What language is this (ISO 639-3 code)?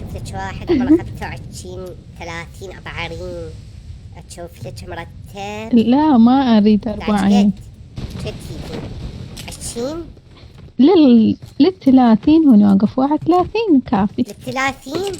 acm